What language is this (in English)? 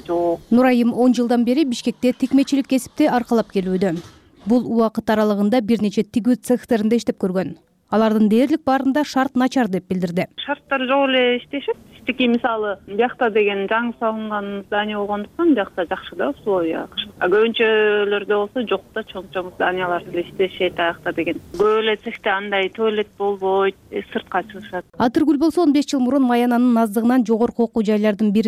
Kyrgyz